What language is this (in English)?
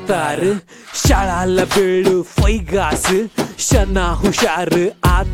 Kannada